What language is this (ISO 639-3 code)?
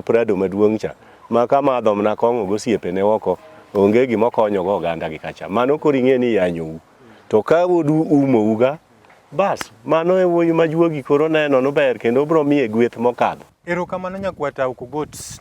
luo